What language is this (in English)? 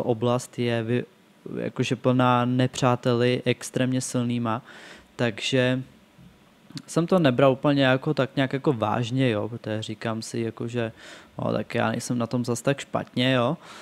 Czech